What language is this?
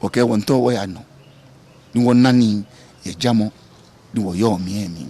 Ga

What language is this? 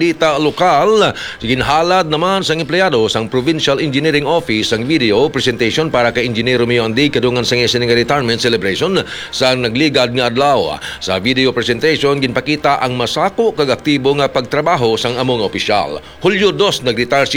Hiligaynon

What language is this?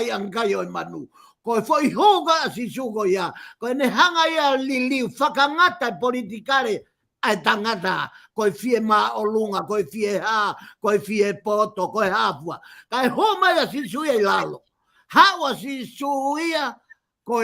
Tongan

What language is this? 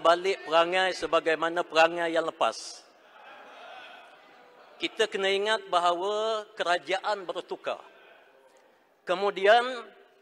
Malay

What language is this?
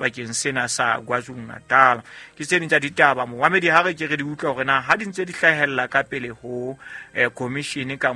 Southern Sotho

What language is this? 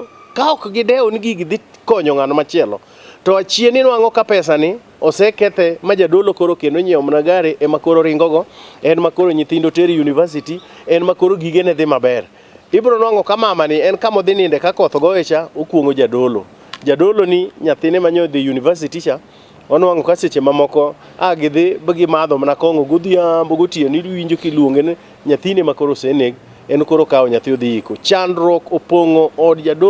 Luo (Kenya and Tanzania)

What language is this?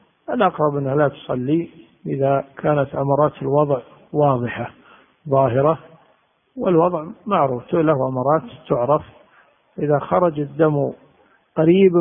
Arabic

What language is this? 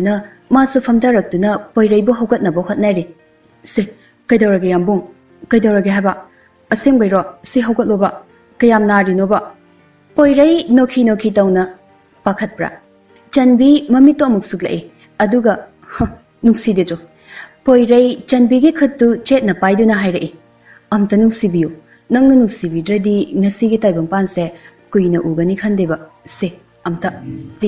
Manipuri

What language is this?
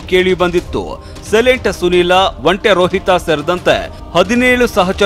Kannada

